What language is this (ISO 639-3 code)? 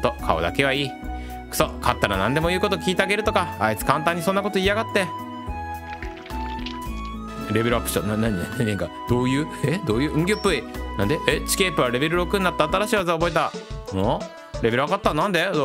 jpn